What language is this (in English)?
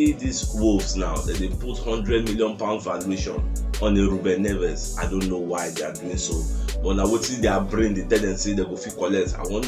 Nigerian Pidgin